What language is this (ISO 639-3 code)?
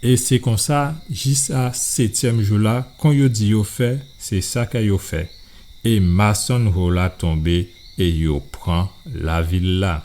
gcf